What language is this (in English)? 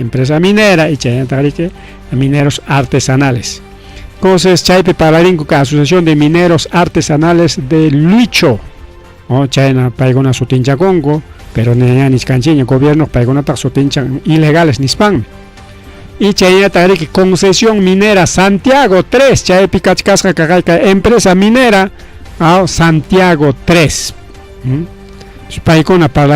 Ayacucho Quechua